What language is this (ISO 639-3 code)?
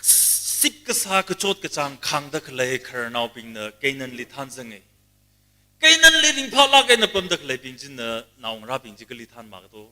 nmf